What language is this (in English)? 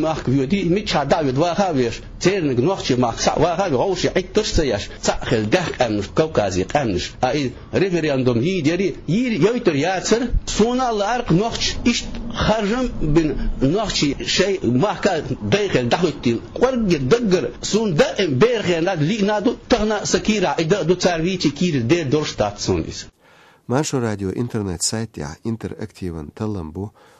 Chechen